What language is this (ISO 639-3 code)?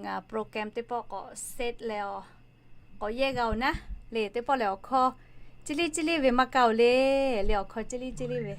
lhu